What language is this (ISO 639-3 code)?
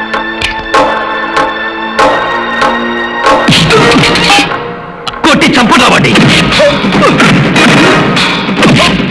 tel